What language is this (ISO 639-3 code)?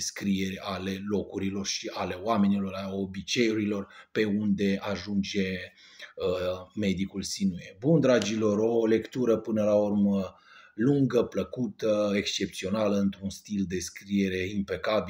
ron